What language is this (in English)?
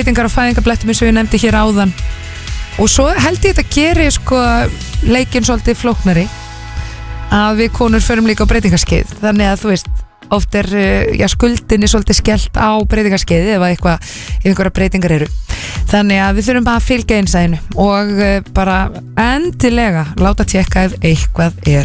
Icelandic